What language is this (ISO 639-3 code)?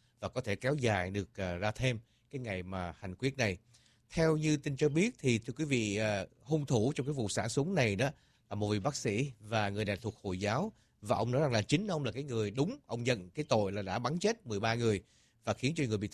vie